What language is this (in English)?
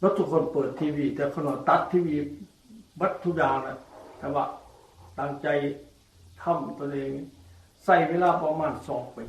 Northeastern Thai